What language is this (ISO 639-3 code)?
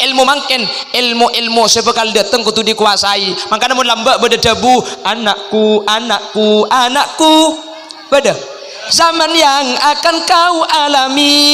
mad